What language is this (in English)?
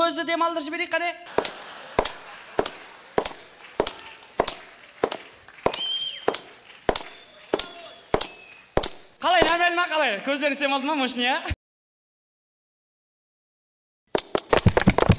Kazakh